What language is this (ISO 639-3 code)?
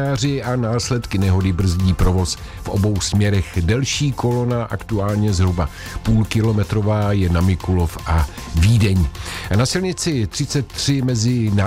ces